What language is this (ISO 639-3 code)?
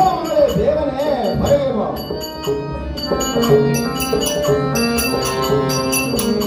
kan